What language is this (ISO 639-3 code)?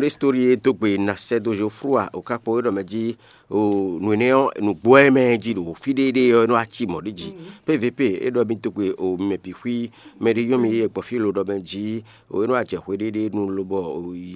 fon